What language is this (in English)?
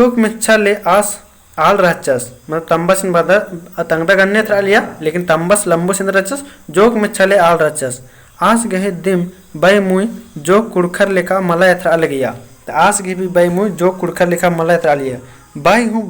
Kurukh